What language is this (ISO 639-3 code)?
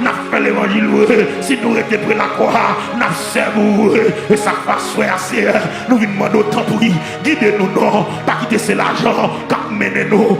hat